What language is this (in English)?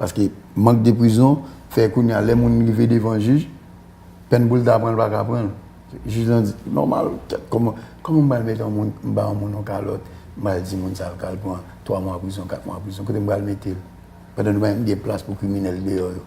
Haitian Creole